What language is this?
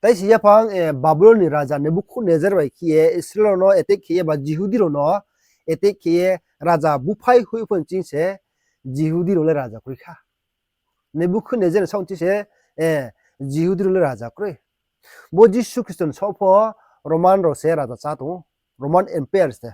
Riang (India)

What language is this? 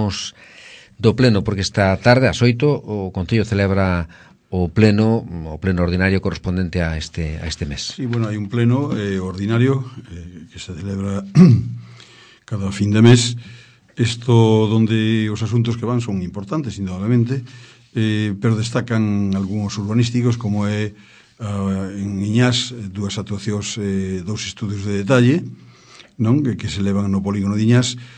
Galician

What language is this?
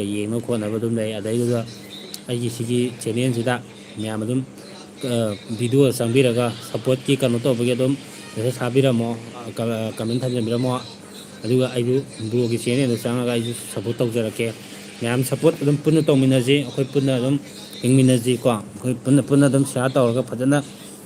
Manipuri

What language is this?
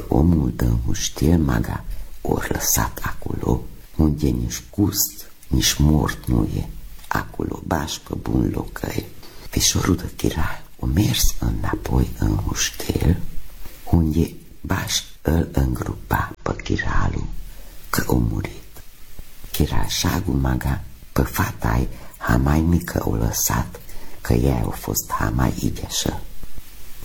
Romanian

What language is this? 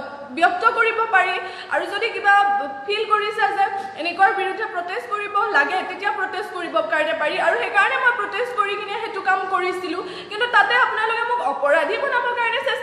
Assamese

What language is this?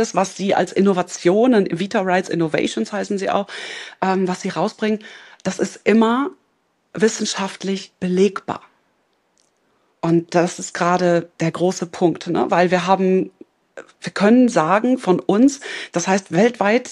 German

